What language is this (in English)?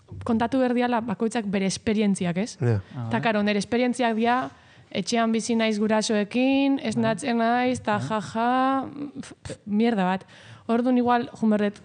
Basque